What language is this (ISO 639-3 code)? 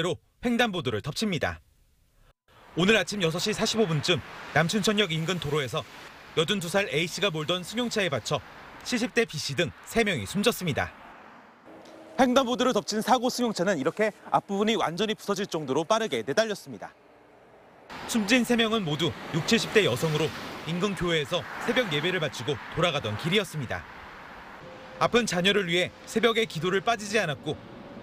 kor